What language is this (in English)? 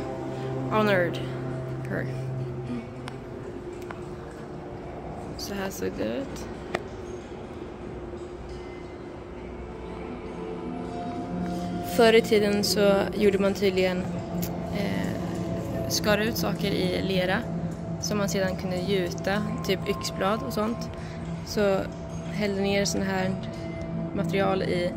Swedish